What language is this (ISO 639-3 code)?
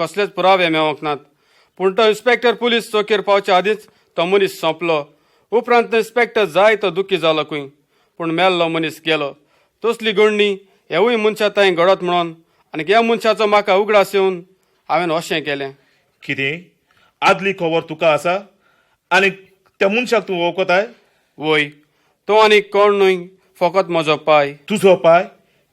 kok